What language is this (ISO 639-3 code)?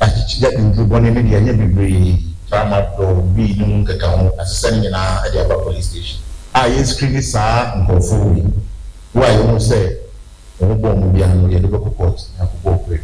aka